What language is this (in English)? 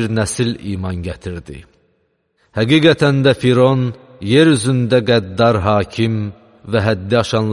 Azerbaijani